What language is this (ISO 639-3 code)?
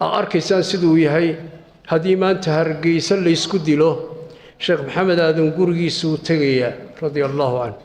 som